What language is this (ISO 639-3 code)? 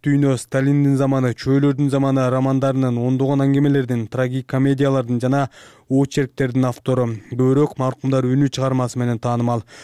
kir